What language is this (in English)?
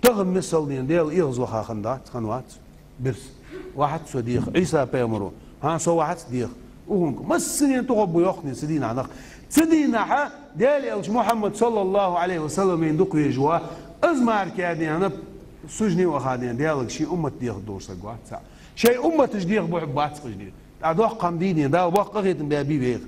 Ingush